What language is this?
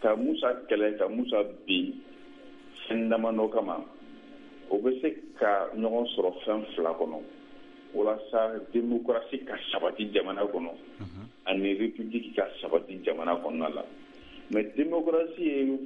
Bambara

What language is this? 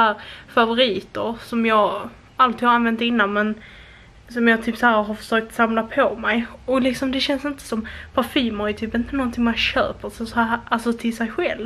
Swedish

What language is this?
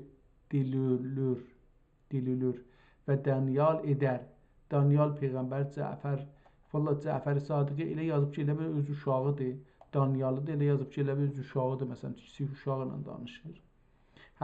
South Azerbaijani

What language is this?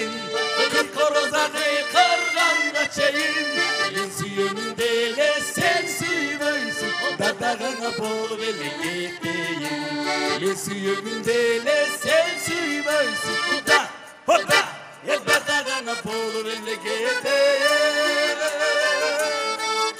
Kyrgyz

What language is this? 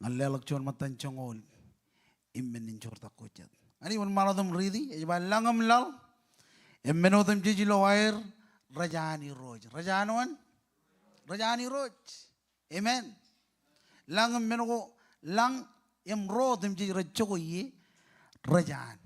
Marshallese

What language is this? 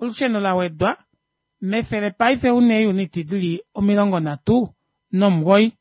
Kuanyama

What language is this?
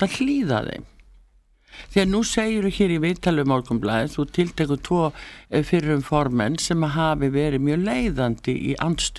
Icelandic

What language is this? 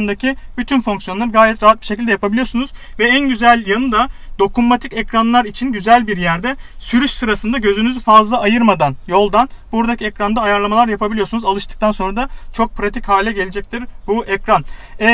Turkish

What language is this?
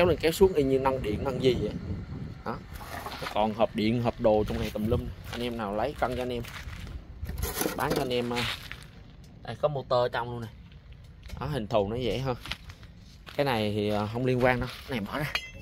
Vietnamese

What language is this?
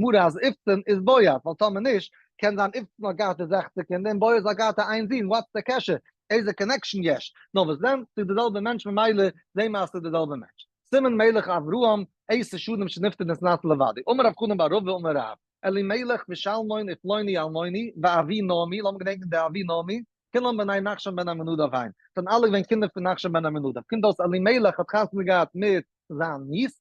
Yiddish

